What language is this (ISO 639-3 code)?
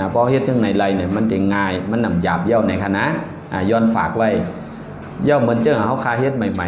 shn